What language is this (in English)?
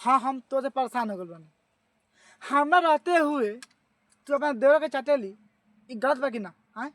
Bhojpuri